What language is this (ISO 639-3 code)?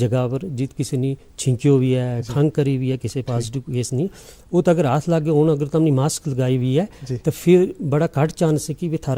gju